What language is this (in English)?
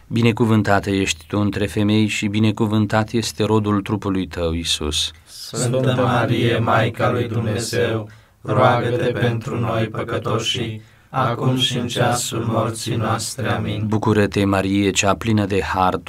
Romanian